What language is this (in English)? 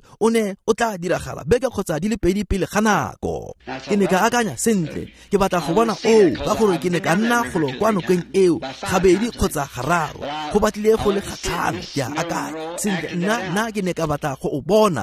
Tswana